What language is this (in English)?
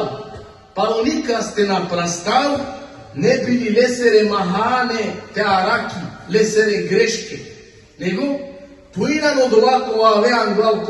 Balkan Romani